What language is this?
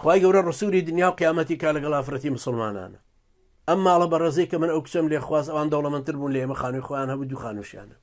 Central Kurdish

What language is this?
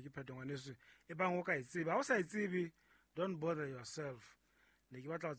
Southern Sotho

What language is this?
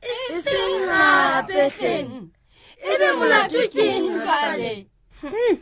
Southern Sotho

